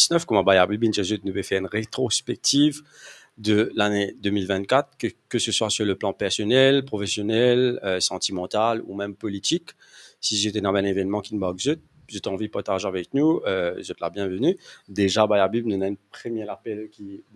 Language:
Morisyen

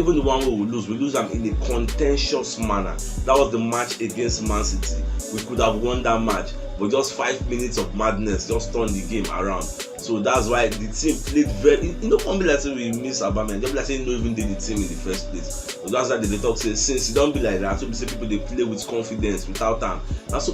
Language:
Nigerian Pidgin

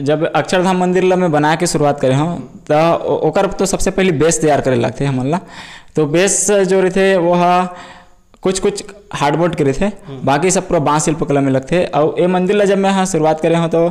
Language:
Chhattisgarhi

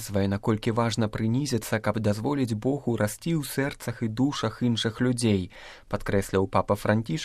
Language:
Belarusian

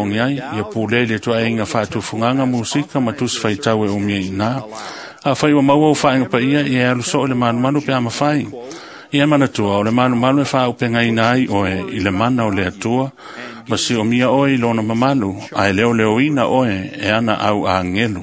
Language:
Samoan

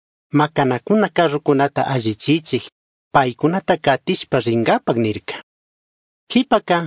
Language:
Chimborazo Highland Quichua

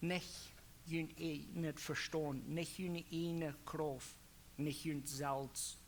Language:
Plautdietsch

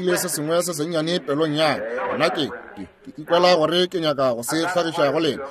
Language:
Northern Sotho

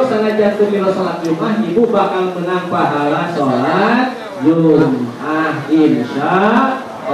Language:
Sundanese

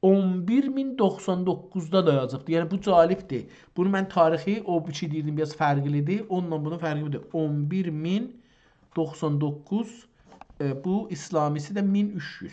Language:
South Azerbaijani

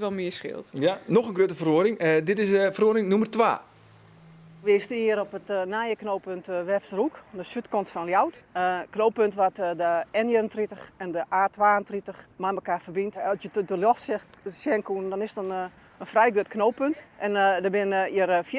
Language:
Western Frisian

